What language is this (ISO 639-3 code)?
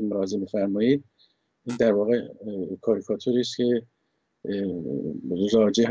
fas